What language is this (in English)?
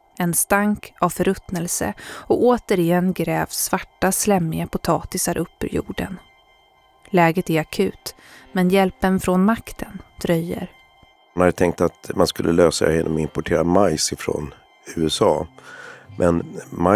Swedish